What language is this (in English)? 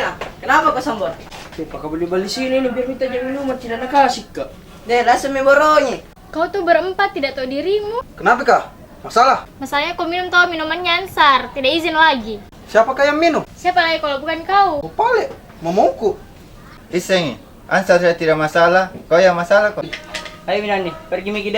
Makassar Malay